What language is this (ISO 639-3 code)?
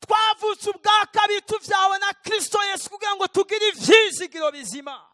run